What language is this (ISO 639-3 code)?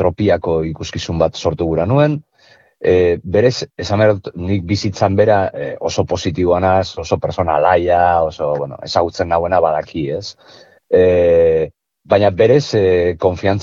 eus